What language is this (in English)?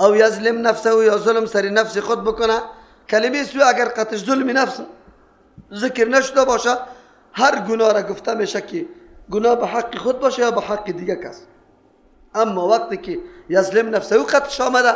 Persian